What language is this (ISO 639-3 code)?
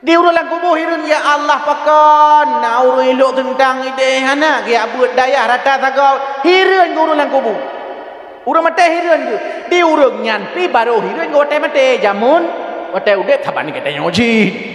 ace